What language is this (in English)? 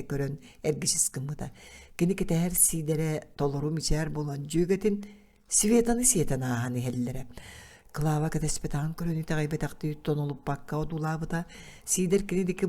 Yakut